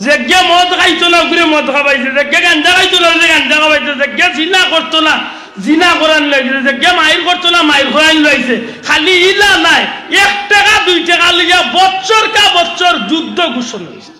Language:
Sylheti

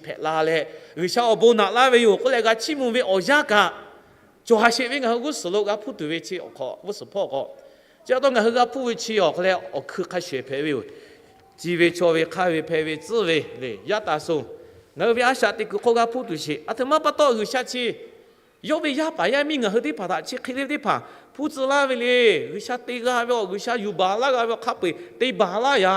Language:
Lahu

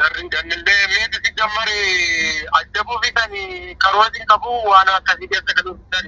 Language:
Oromo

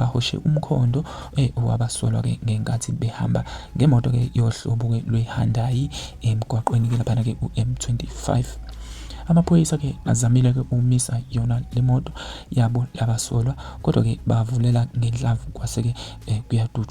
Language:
Zulu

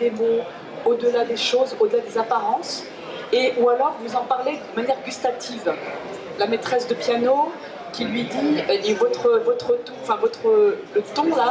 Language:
French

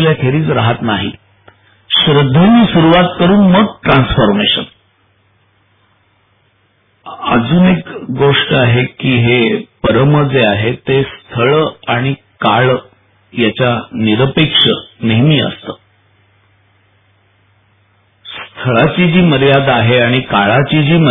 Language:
Marathi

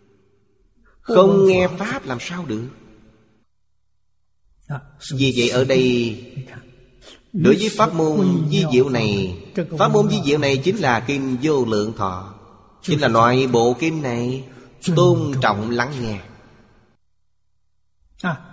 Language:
Vietnamese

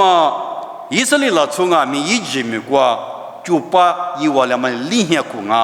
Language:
Lisu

